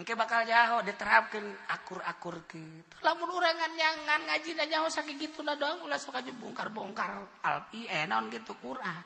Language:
Sundanese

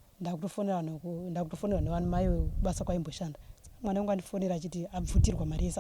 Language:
Shona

